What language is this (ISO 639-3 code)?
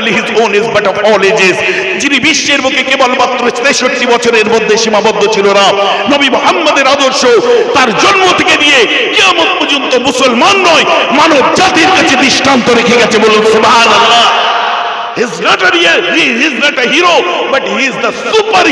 ben